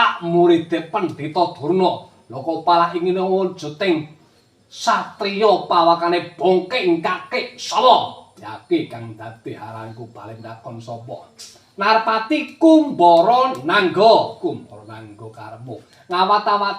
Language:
Javanese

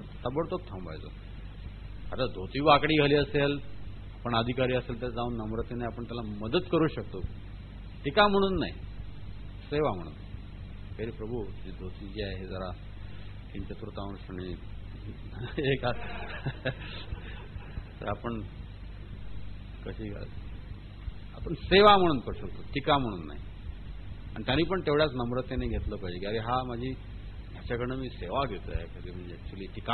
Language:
Marathi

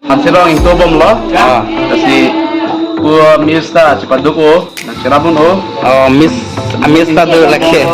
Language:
Karbi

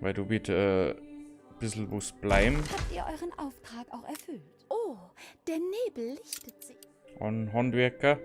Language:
Bavarian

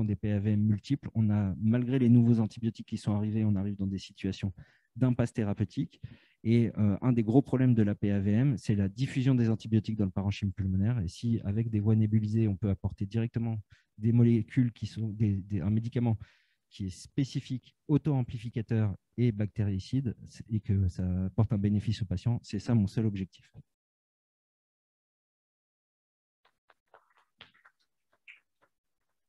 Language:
French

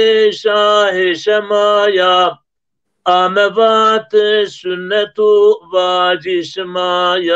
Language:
Zaza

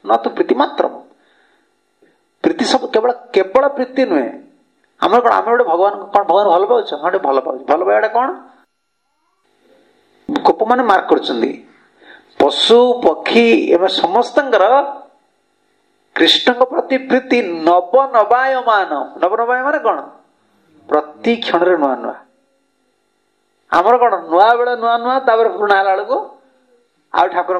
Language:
Odia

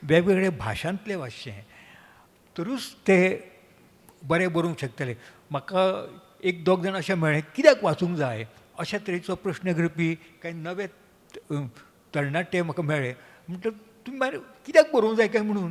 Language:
Konkani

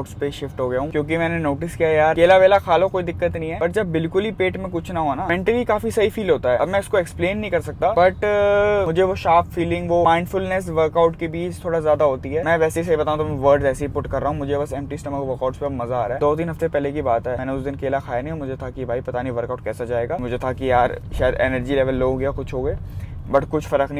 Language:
Hindi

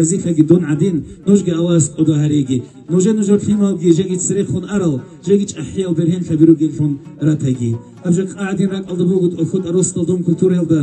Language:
Avaric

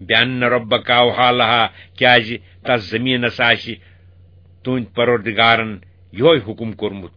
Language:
Kashmiri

